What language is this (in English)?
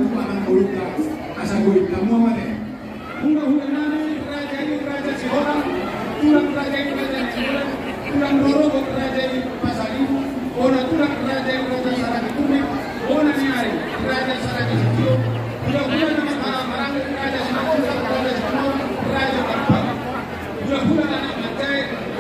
Batak Toba